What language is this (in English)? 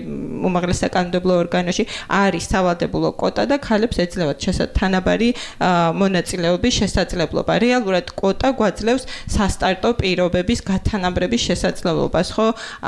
Georgian